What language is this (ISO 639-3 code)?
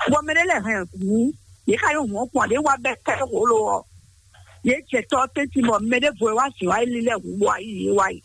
fon